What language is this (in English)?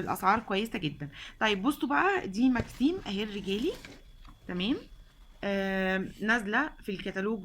Egyptian Arabic